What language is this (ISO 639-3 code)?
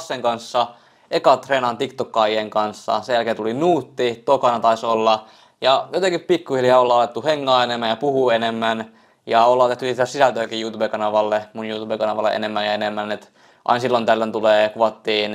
fin